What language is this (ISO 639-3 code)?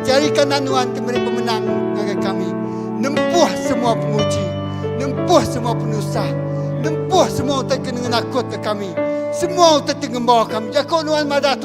iba